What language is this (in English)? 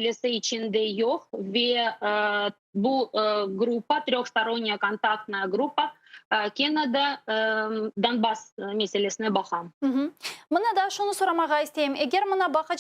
Crimean Tatar